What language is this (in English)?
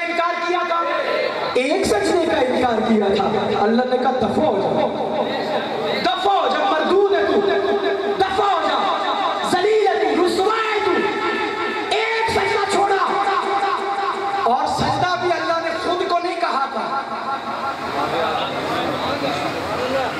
Urdu